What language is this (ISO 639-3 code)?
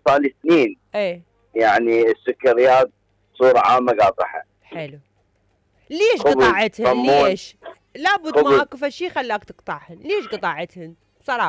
acm